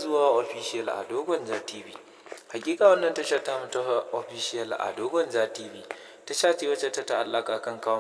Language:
Hausa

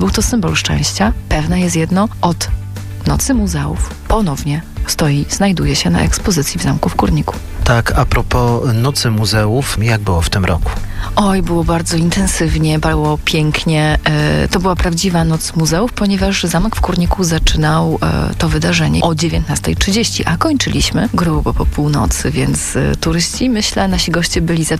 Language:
Polish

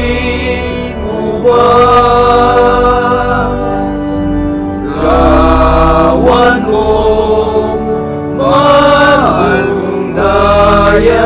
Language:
Pampanga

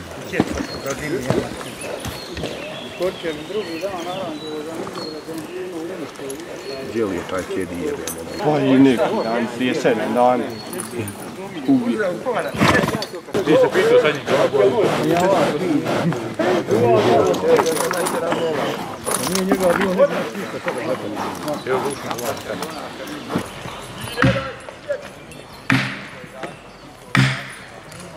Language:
Croatian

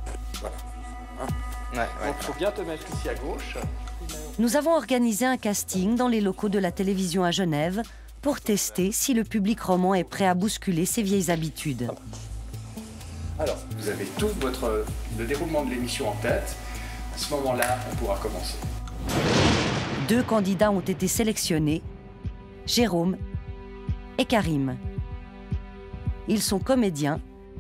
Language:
French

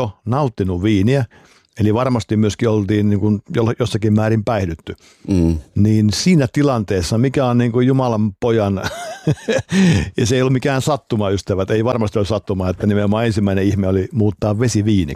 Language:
Finnish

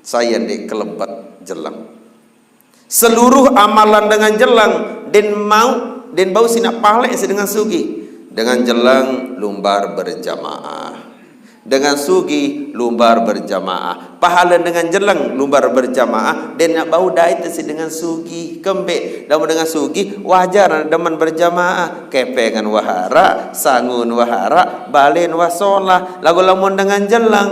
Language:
Sasak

